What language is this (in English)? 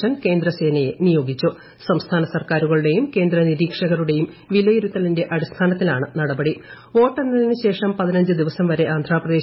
Malayalam